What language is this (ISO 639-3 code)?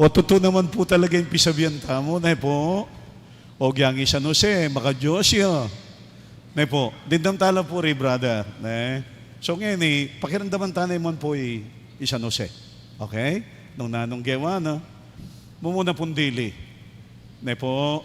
pam